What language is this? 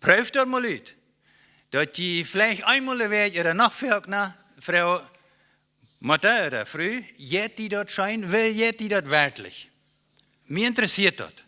Plautdietsch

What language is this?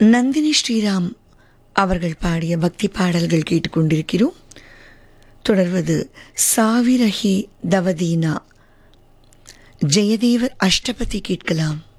Tamil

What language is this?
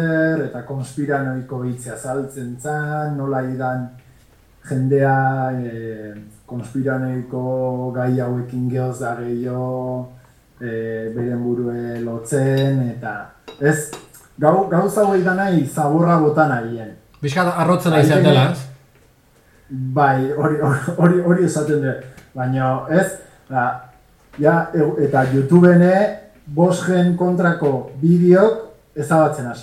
Basque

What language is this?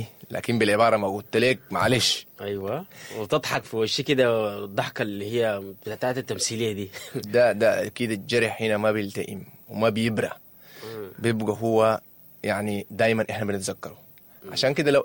Sudanese Arabic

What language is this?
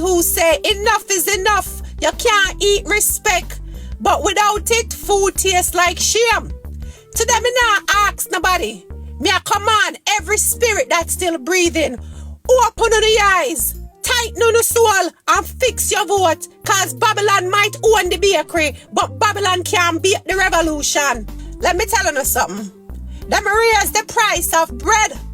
Jamaican Creole English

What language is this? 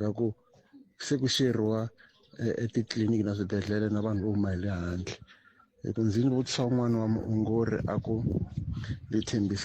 Tsonga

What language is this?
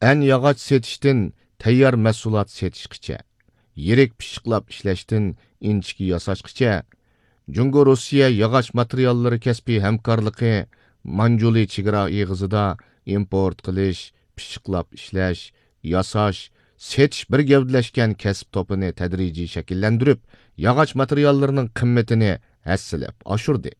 Uyghur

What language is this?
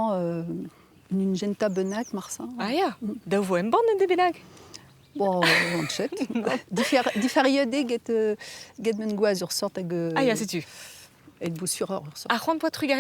Breton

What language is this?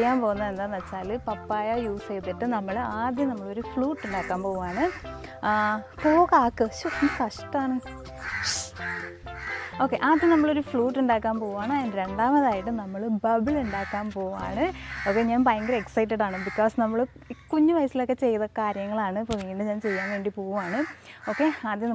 Malayalam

